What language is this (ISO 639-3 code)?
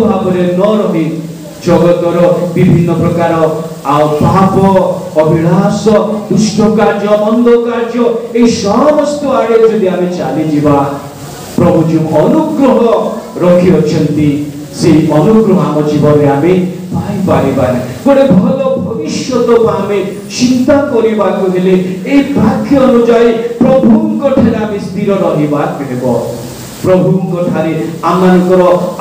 ori